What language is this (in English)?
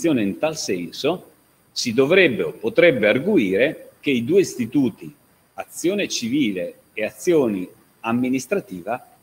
Italian